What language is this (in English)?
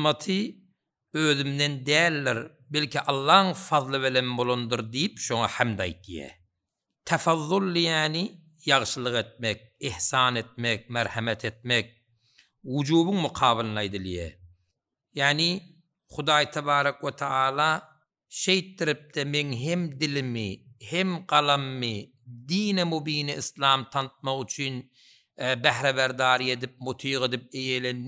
Turkmen